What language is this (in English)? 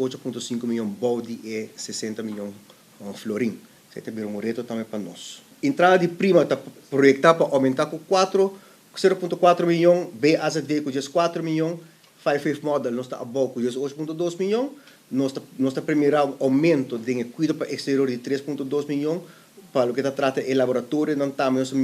Papiamento